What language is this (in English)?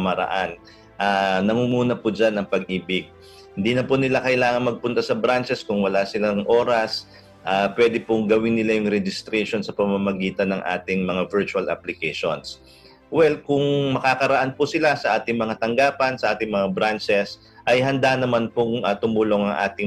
Filipino